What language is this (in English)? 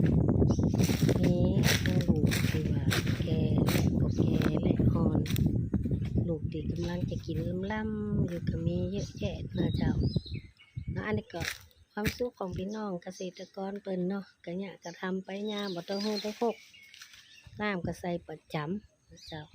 Lao